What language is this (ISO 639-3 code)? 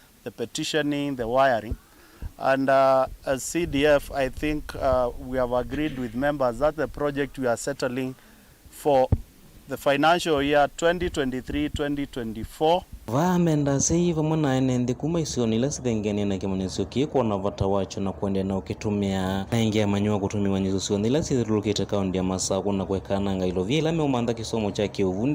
kam